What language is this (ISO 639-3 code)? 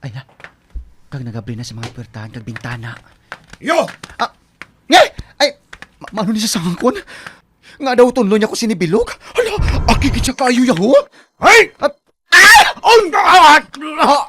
hil